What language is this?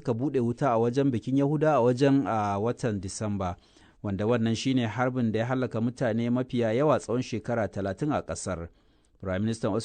Hausa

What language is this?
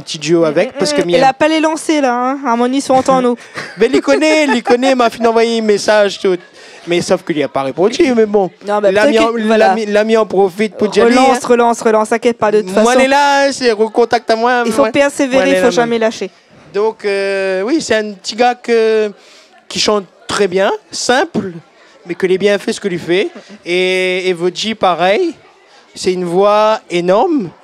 Réunion Creole French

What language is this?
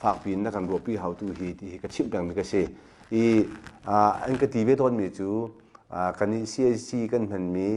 Hakha Chin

